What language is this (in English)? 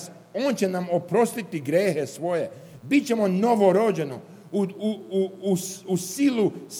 Serbian